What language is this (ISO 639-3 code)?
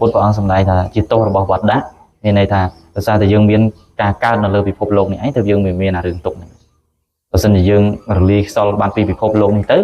khm